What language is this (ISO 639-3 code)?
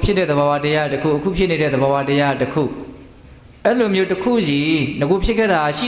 mya